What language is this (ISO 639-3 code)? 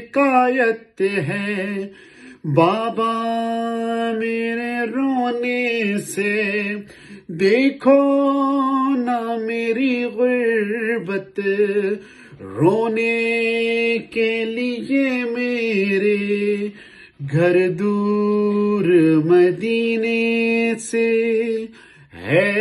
urd